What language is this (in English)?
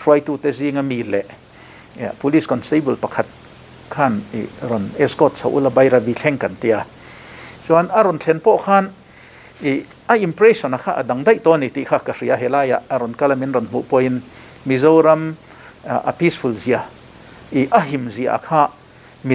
Mizo